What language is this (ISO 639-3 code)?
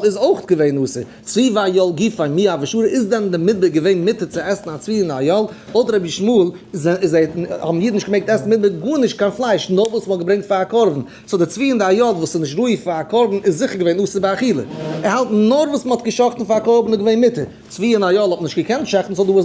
yid